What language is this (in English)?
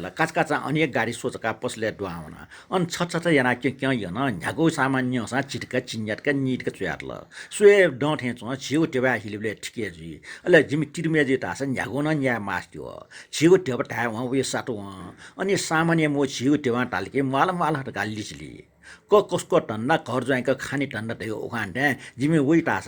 Newari